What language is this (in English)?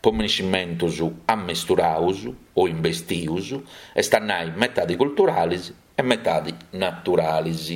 Sardinian